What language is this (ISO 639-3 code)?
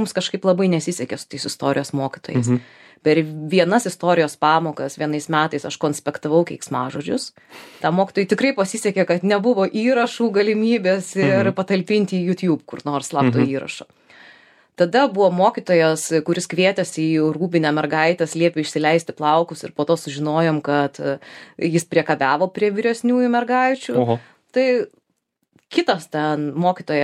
lit